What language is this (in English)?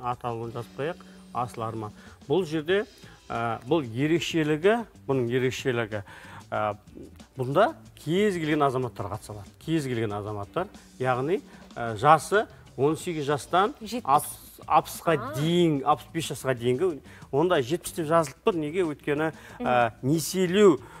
Kazakh